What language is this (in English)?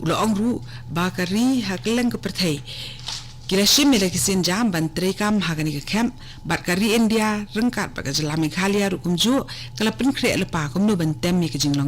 Khasi